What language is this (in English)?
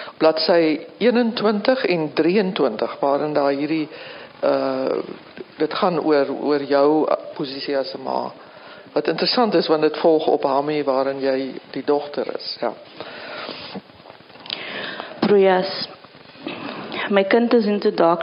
Afrikaans